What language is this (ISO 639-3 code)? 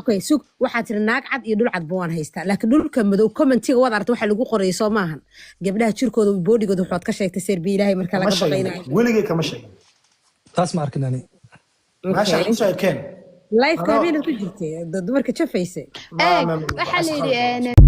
som